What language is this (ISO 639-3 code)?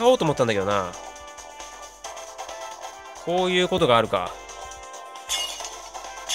jpn